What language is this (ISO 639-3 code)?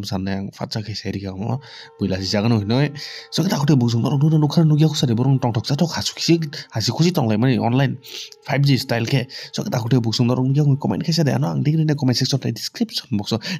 trp